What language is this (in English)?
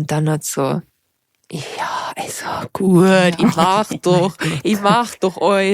Bavarian